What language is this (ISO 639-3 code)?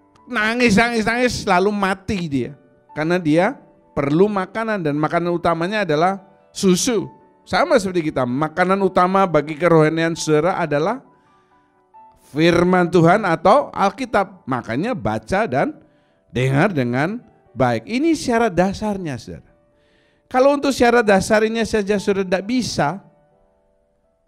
ind